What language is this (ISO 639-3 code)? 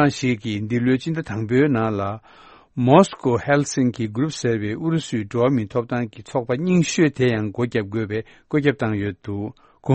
bod